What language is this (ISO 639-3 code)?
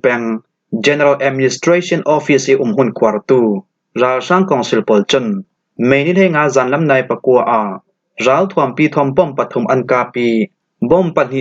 cfm